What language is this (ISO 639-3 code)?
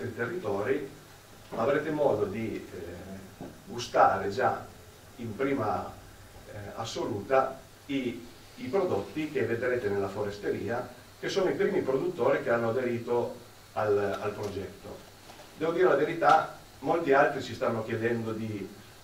ita